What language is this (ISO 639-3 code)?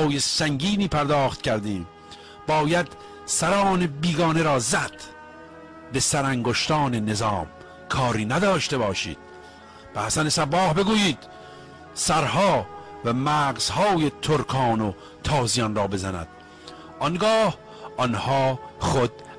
fas